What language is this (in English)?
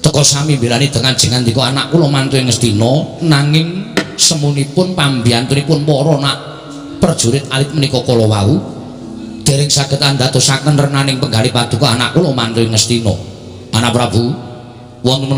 Javanese